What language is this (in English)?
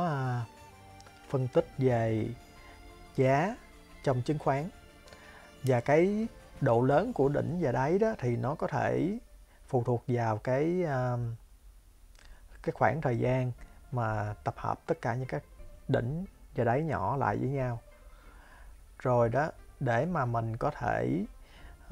Vietnamese